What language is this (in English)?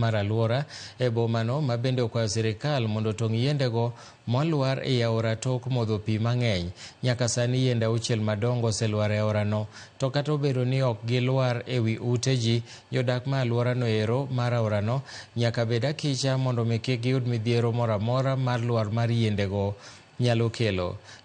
Luo (Kenya and Tanzania)